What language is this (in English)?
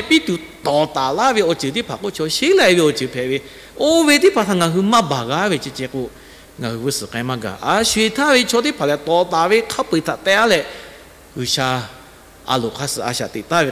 Lahu